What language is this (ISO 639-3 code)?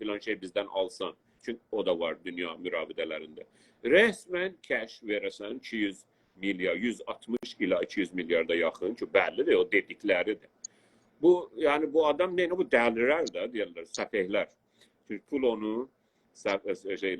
azb